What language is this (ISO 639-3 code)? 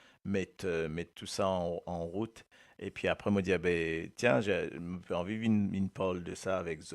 mfe